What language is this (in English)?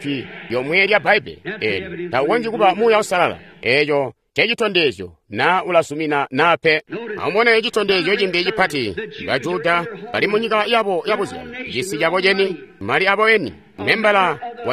Tonga (Zambia)